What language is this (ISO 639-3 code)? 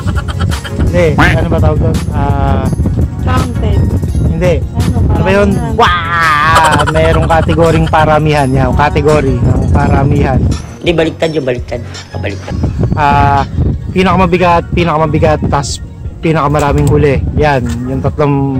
fil